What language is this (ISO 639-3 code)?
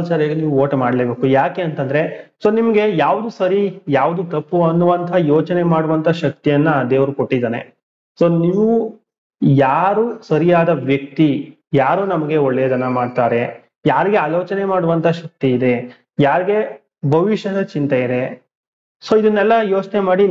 kan